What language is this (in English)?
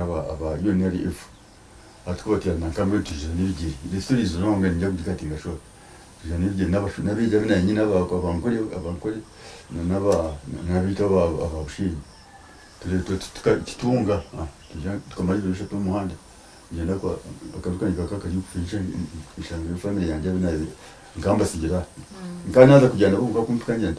Nyankole